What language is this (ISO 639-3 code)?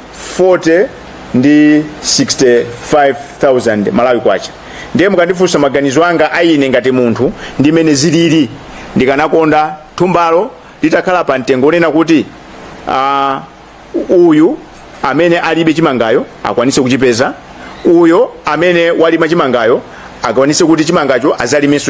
nya